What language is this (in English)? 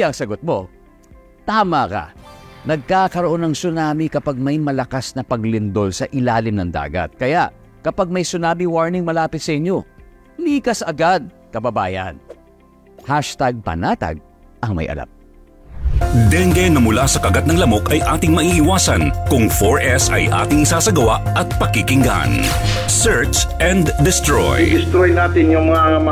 Filipino